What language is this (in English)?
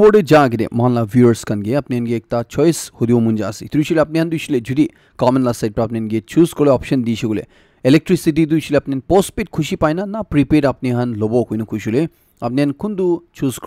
Naga Pidgin